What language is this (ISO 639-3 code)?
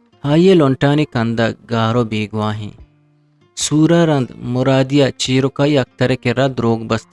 bgp